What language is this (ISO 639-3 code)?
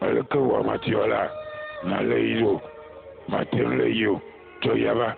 ewe